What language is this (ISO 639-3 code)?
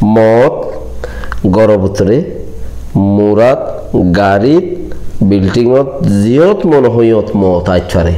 rhg